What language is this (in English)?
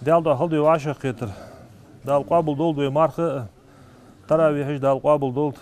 Ingush